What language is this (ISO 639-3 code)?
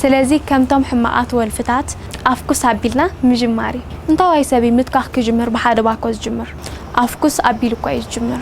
tir